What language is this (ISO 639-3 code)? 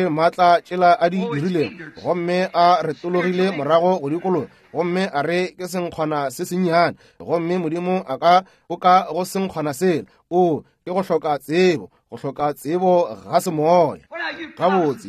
nso